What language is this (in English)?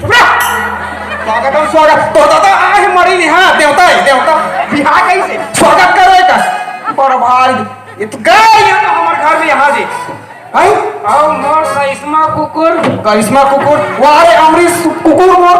Chhattisgarhi